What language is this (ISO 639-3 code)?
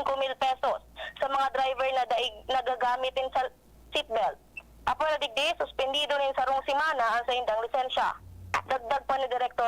bik